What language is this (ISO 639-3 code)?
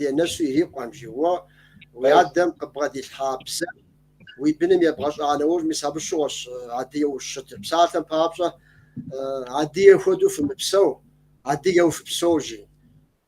kbd